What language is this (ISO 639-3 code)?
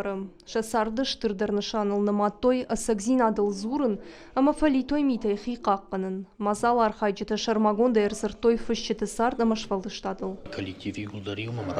oss